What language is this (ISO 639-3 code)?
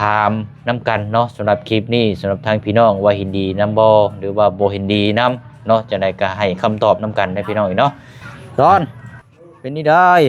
lao